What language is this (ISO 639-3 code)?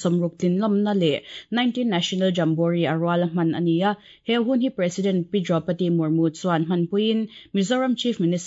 lus